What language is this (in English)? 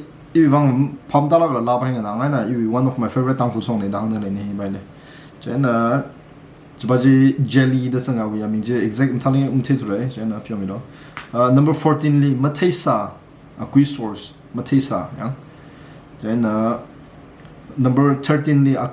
Tangkhul Naga (India)